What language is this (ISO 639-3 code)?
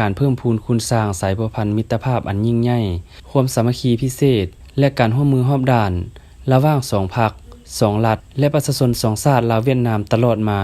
lao